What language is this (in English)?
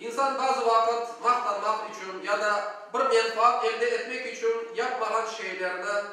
Crimean Tatar